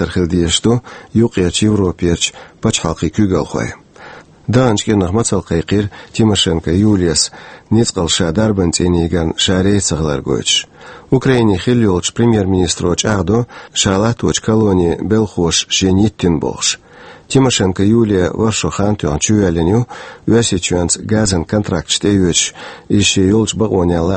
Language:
Chechen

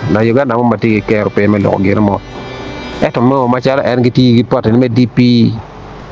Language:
Acoli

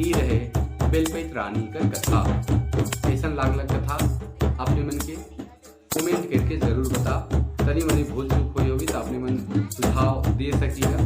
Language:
Sadri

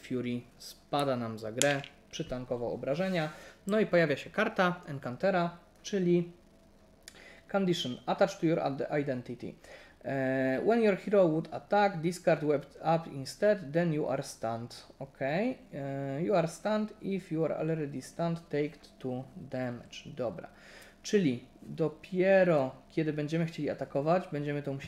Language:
Polish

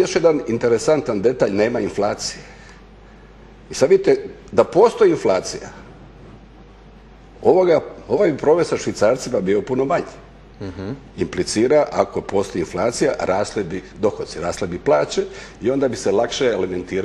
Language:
Croatian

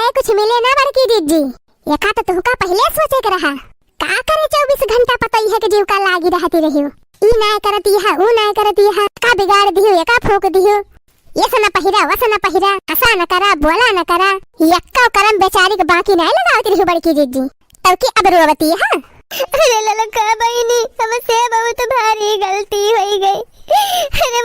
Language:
Awadhi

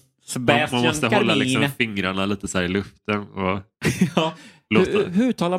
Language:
Swedish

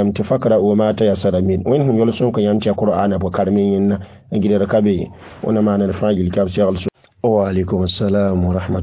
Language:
Mossi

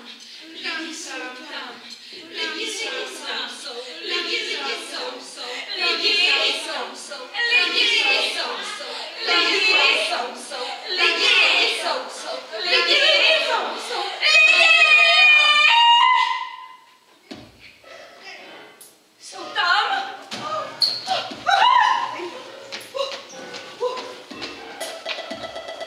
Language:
Czech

